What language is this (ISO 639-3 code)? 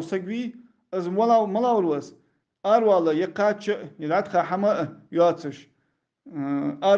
inh